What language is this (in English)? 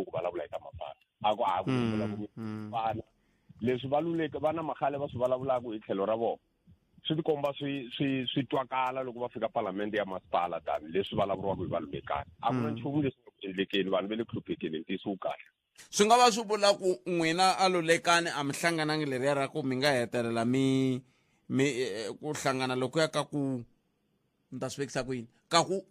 Tsonga